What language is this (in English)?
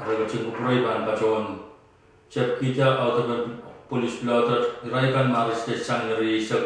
Pohnpeian